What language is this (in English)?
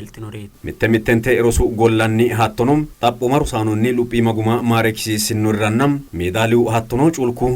Sidamo